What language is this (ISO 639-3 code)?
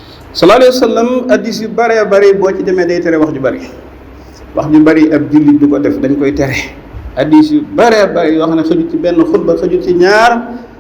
wol